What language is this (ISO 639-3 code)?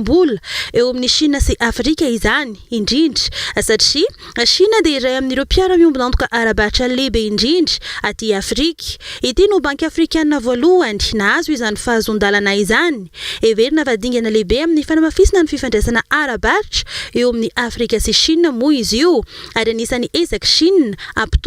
mlg